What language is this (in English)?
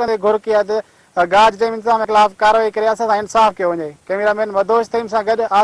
Sindhi